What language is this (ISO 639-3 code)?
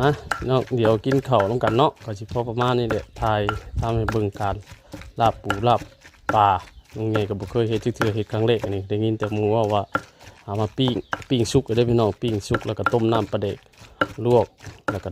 tts